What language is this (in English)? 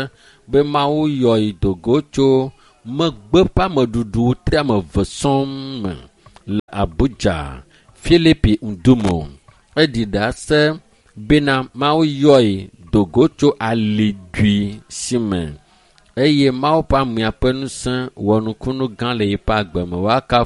Ewe